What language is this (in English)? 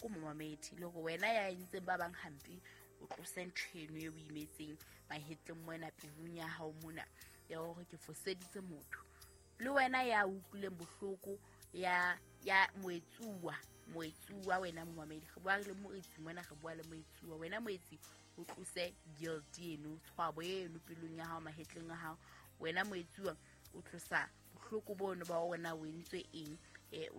Southern Sotho